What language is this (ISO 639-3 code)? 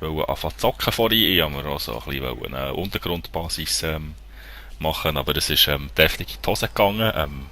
gsw